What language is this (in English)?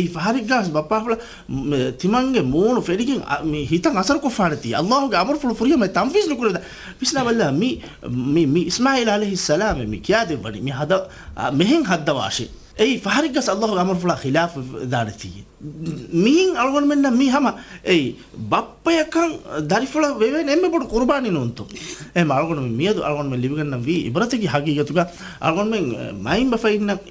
Divehi